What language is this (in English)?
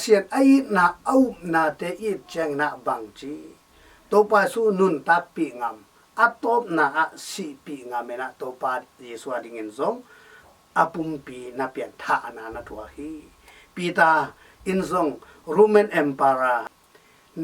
Tedim Chin